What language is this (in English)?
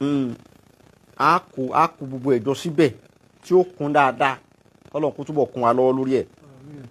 Yoruba